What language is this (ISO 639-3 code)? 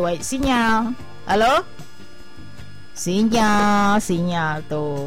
ind